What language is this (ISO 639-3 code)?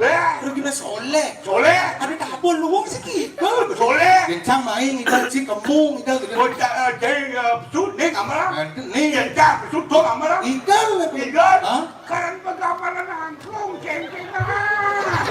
ban